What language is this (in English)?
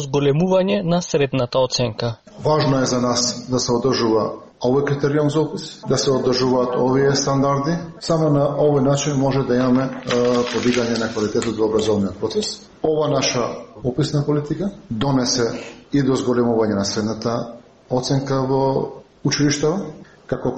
Macedonian